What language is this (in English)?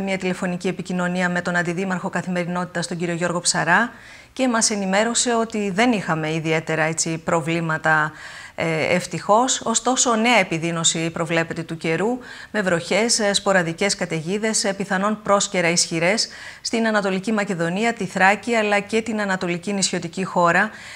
Greek